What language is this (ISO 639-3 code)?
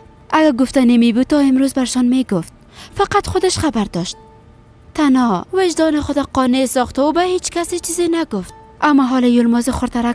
fas